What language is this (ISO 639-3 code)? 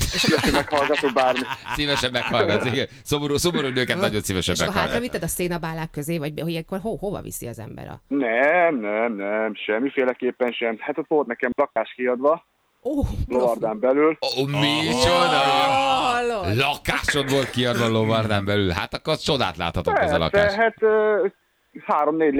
hun